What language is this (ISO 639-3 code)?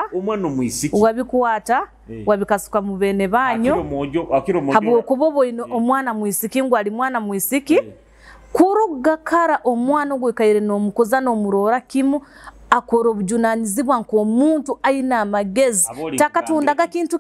nyo